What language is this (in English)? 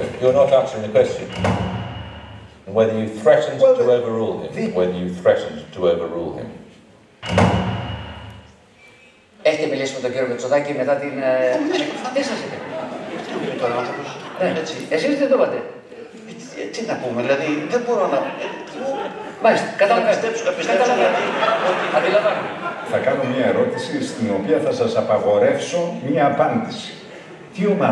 Greek